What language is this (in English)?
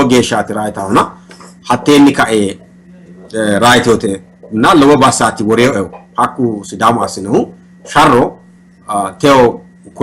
Sidamo